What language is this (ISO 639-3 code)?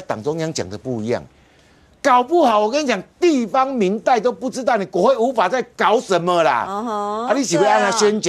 zho